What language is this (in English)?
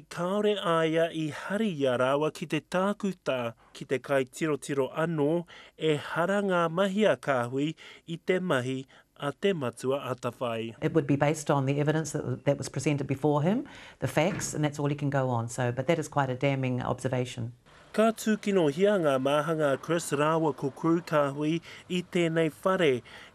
Māori